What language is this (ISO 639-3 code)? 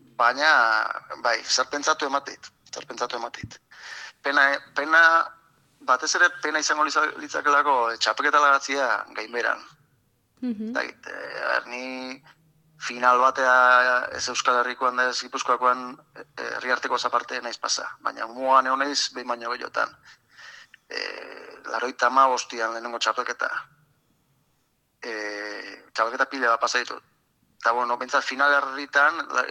eus